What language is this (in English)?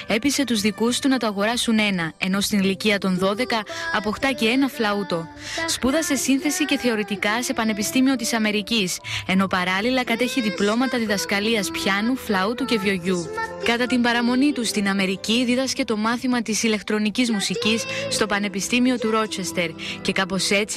Greek